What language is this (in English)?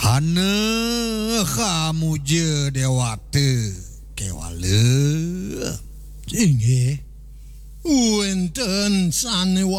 Balinese